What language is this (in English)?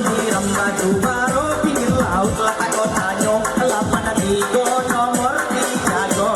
Minangkabau